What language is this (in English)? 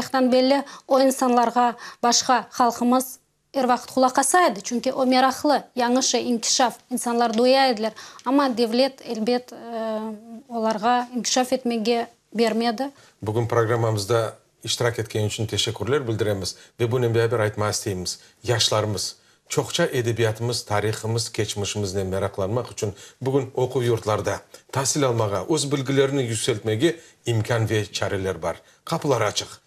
Crimean Tatar